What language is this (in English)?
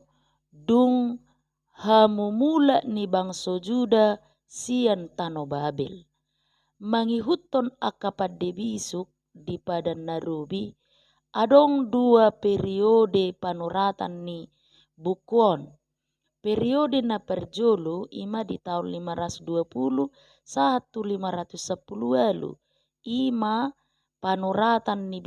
Batak Toba